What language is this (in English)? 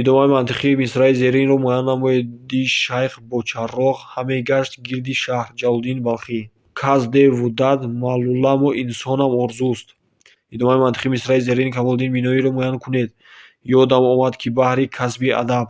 Tajik